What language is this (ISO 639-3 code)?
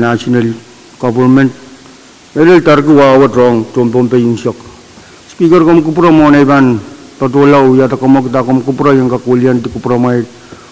pon